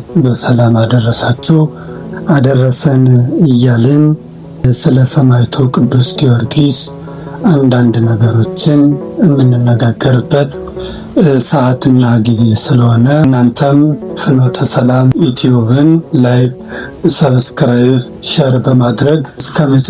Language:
Amharic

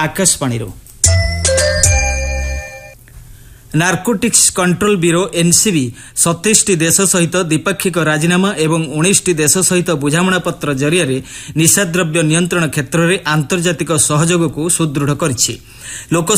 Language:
Odia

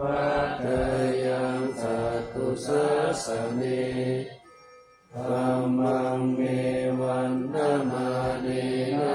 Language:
Pali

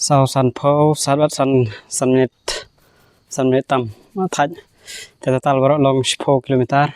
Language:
Khasi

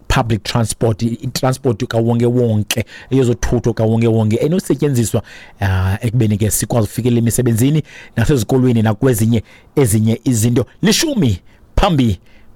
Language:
Xhosa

